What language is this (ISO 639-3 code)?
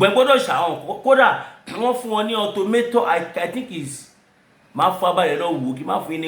yor